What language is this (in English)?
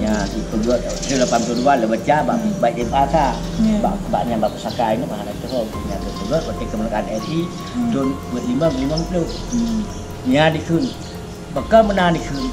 Achinese